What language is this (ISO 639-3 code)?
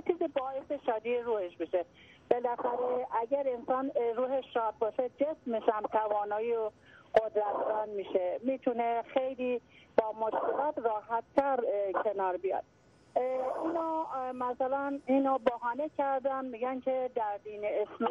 fas